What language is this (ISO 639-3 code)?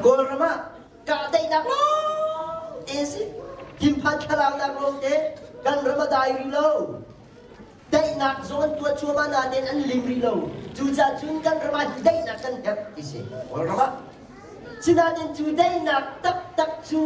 cnh